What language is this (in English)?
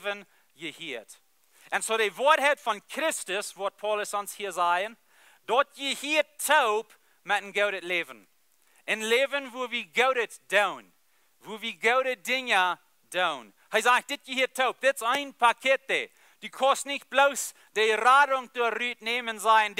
Plautdietsch